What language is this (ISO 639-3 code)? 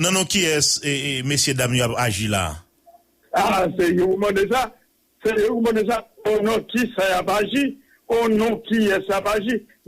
hat